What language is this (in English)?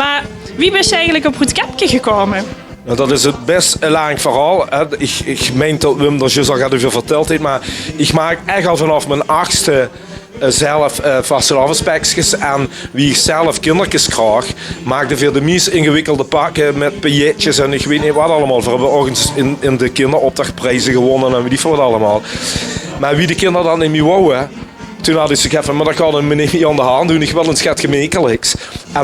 Limburgish